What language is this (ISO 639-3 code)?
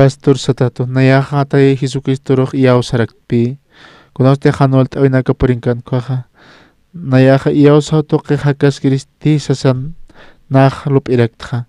aym